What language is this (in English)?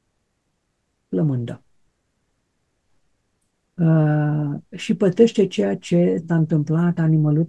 Romanian